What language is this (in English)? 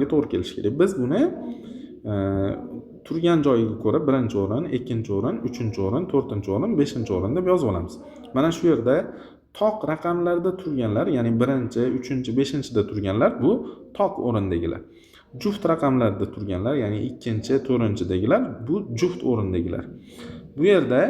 Uzbek